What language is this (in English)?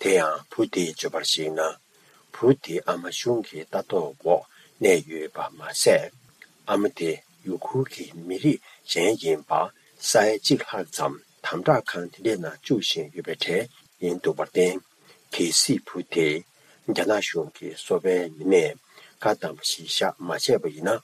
Tibetan